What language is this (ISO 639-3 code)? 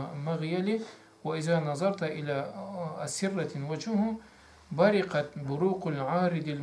krc